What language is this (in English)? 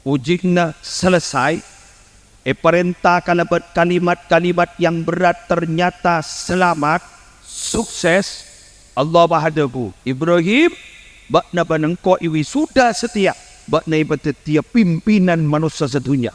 Madurese